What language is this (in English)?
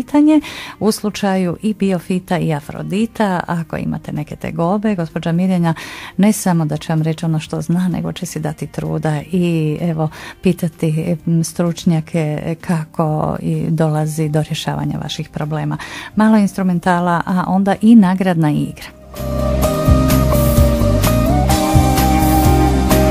Croatian